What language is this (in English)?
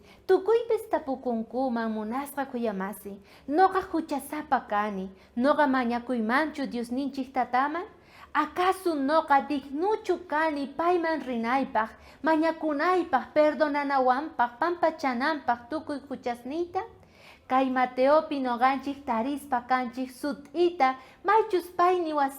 South Bolivian Quechua